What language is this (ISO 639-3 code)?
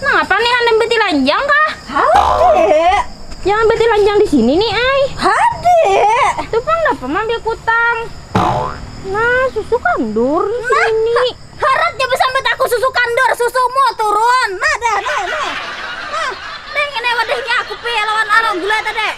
bjn